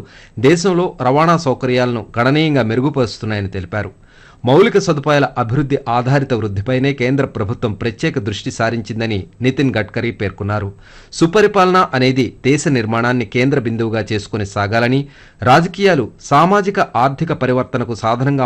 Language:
Telugu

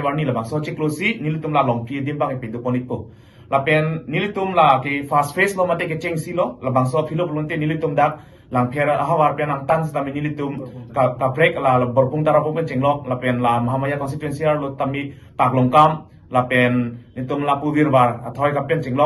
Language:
Karbi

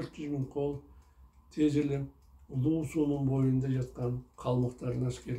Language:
Kyrgyz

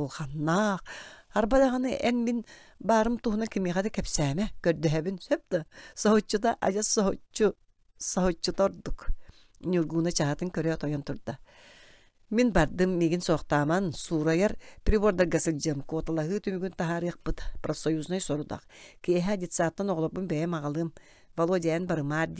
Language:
Yakut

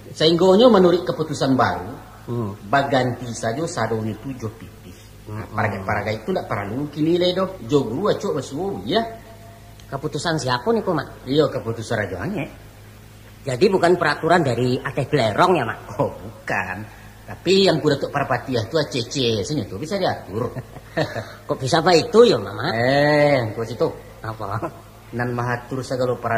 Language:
Minangkabau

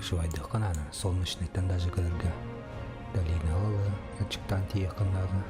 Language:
Yakut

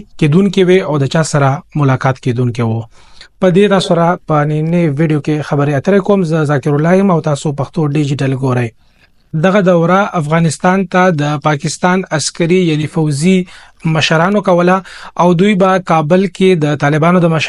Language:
Pashto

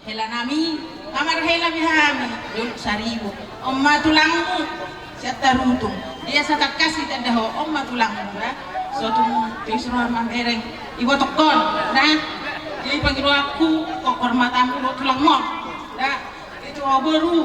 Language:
Batak Toba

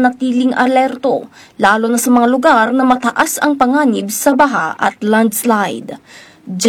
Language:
Filipino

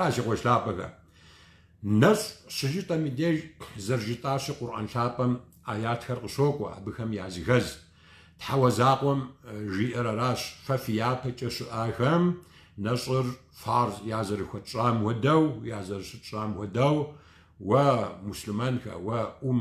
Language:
Kabardian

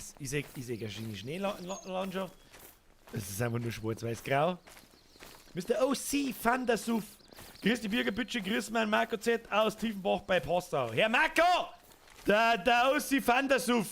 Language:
Bavarian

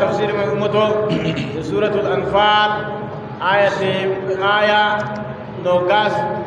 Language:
Adamawa Fulfulde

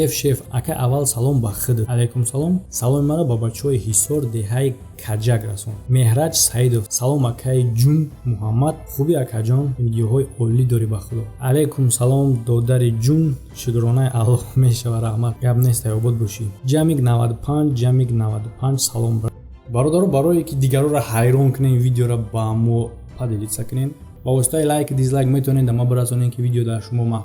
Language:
Tajik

